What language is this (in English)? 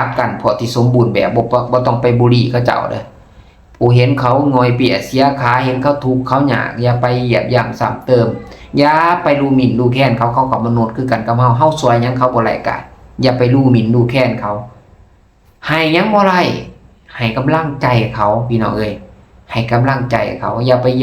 Lao